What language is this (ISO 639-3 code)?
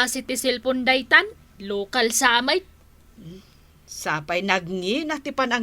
ilo